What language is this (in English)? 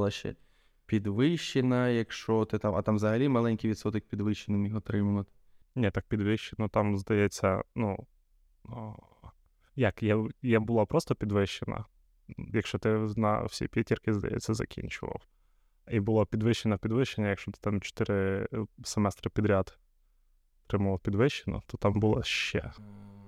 Ukrainian